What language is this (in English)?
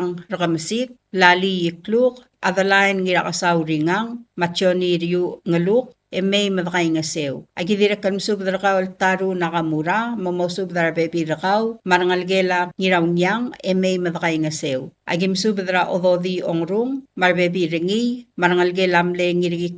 Palauan